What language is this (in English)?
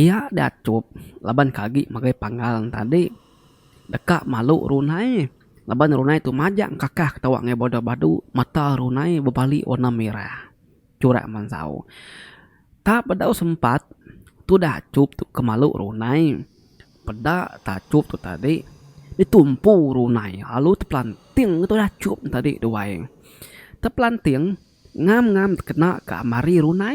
Iban